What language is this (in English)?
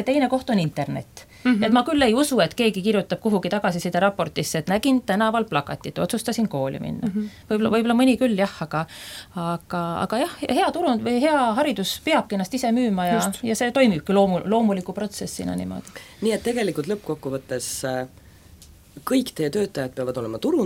Estonian